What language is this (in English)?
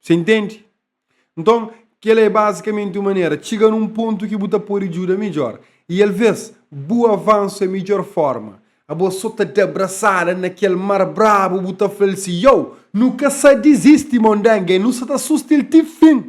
Kabuverdianu